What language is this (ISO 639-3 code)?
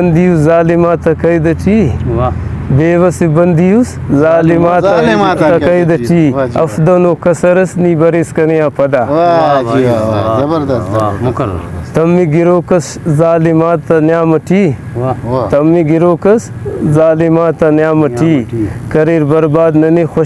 brh